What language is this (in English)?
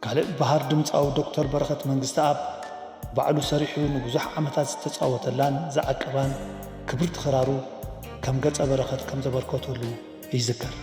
Tigrinya